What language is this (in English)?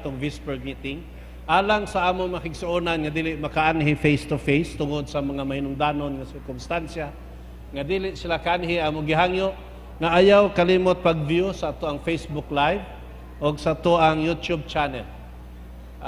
Cebuano